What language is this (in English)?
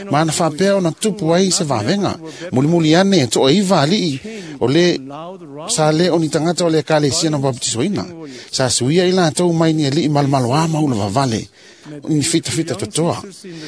Samoan